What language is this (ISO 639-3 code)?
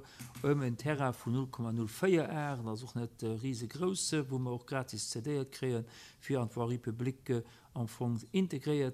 ltz